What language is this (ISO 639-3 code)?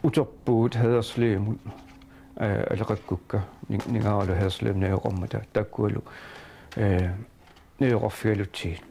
kal